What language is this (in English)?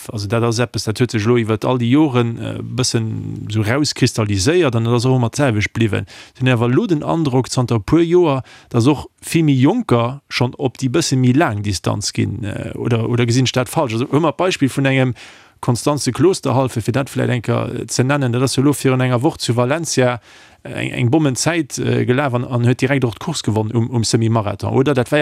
Luxembourgish